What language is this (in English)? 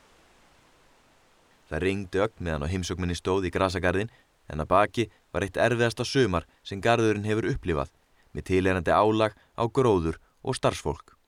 Icelandic